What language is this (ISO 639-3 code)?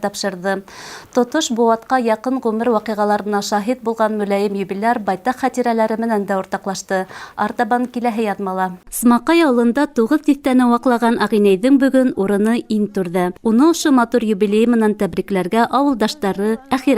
bak